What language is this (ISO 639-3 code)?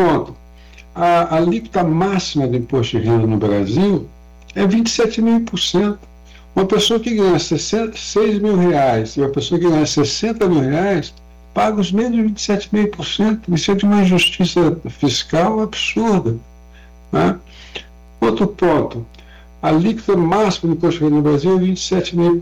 por